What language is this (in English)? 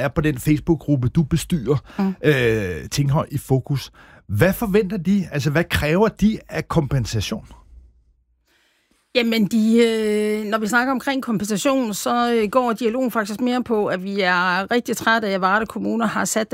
Danish